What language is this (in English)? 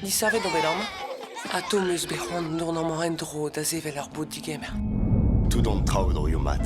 Breton